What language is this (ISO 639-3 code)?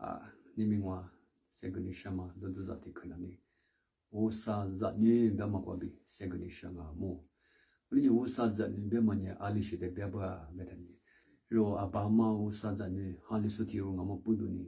lis